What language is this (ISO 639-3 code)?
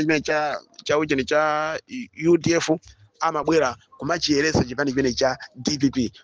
nya